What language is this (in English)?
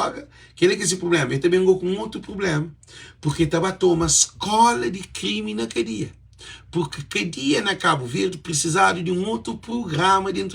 Kabuverdianu